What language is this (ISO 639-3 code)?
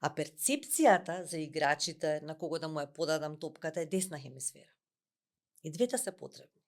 mkd